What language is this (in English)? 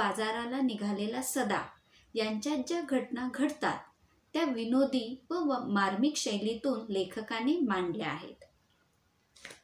Marathi